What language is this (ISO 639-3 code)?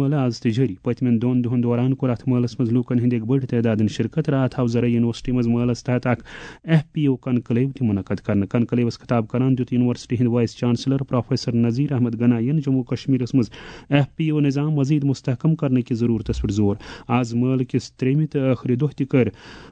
kas